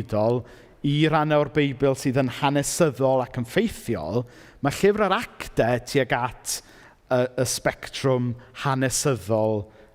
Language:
Welsh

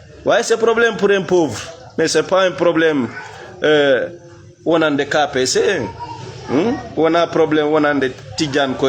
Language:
Fula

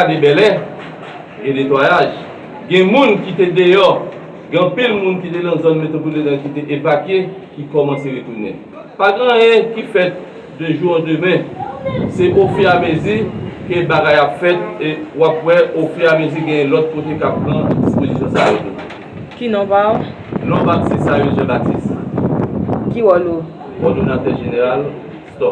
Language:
Haitian Creole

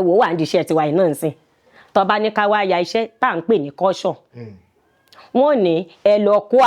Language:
Yoruba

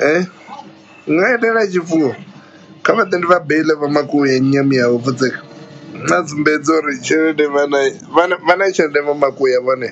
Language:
Venda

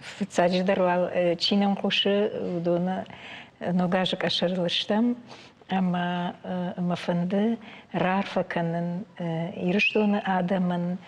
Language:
Ossetic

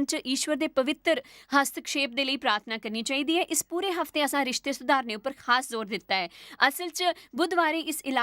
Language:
Dogri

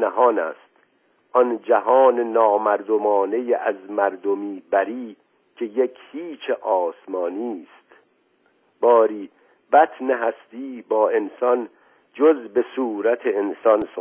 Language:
Persian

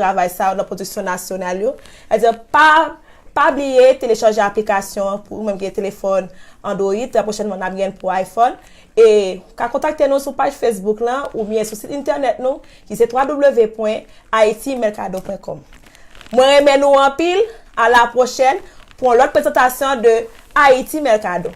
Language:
Haitian Creole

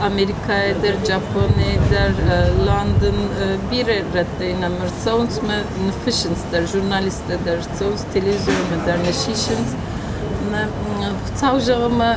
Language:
Ossetic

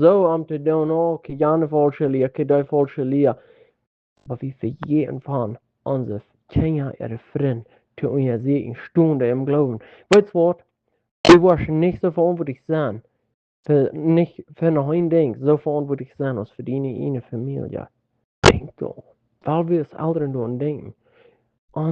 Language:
Plautdietsch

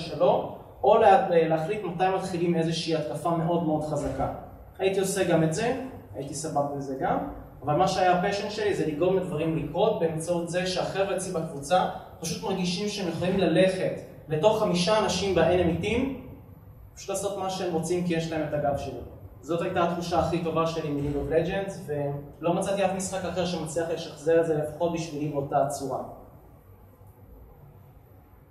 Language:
Hebrew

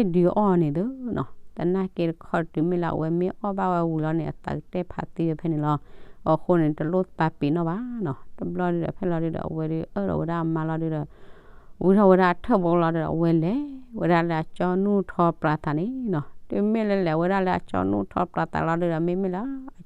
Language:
S'gaw Karen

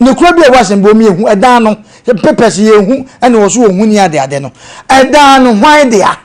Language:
Akan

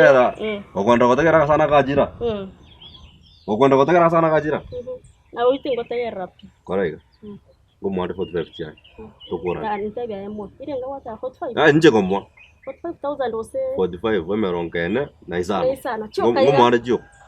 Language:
Gusii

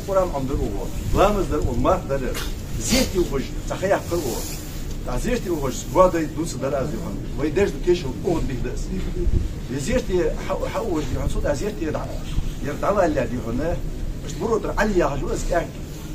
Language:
Ingush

